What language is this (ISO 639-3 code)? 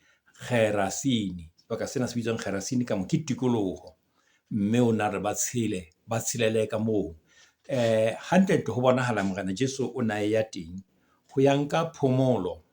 sot